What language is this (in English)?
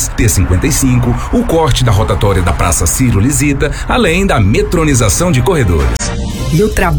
Portuguese